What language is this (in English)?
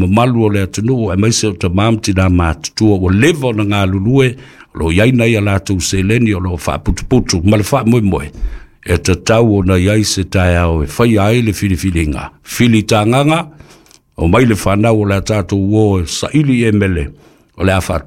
Samoan